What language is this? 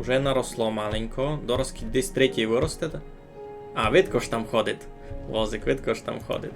Rusyn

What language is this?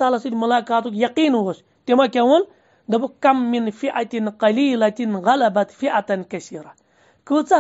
Kashmiri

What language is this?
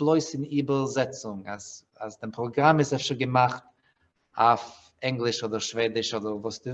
Yiddish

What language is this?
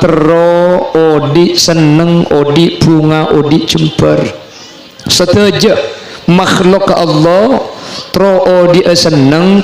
Madurese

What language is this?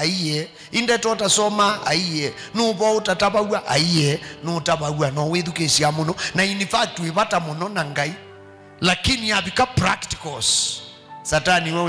Kamba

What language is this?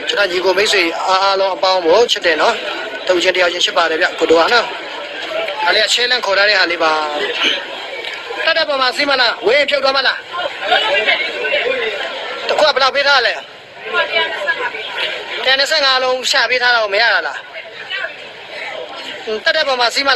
Burmese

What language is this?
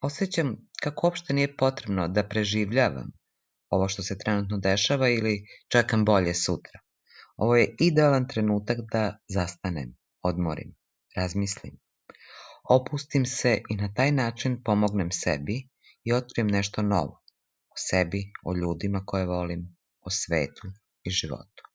Serbian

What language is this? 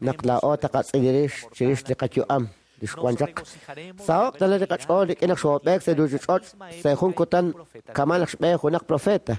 Kekchí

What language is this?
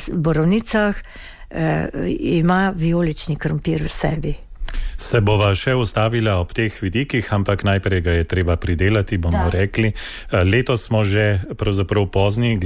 Slovenian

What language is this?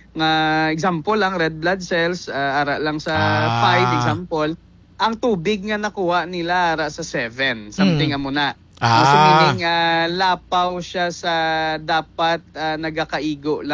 Hiligaynon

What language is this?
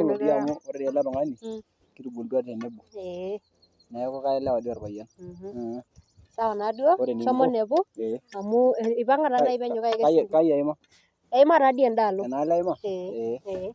Masai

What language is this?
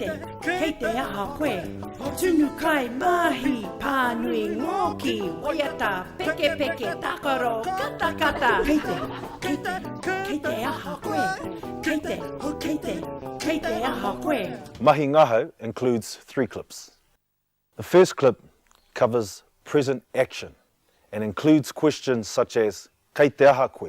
Māori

